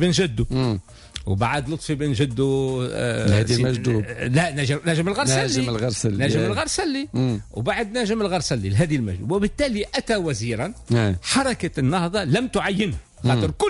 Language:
Tunisian Arabic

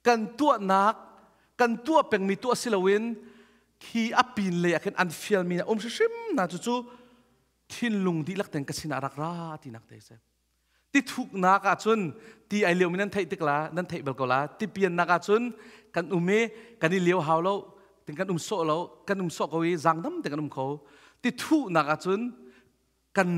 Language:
Hakha Chin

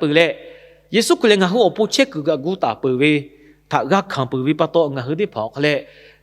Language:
Lahu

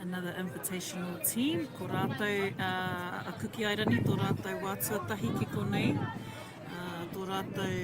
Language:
Māori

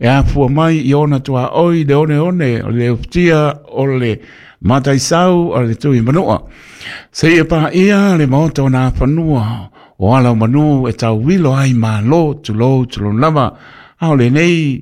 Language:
Samoan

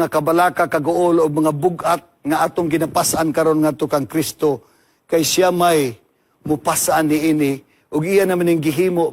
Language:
Cebuano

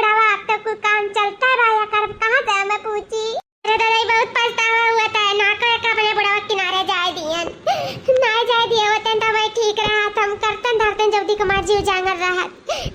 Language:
Awadhi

